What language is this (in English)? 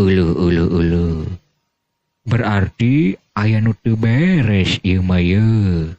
Sundanese